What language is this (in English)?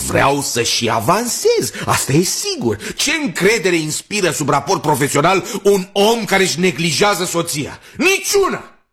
Romanian